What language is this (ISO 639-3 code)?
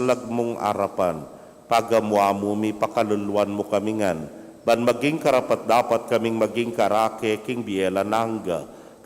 pam